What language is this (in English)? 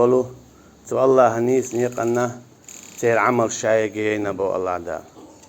Chechen